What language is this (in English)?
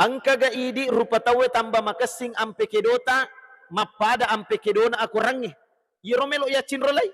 Buginese